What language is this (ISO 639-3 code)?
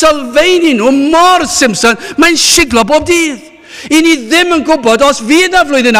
cym